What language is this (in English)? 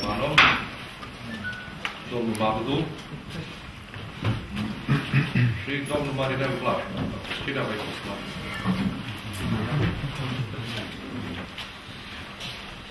Romanian